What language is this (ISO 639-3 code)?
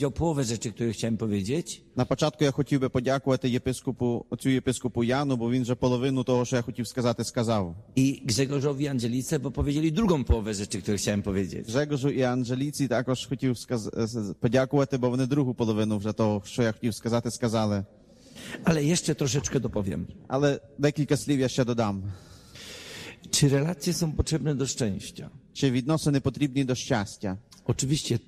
pol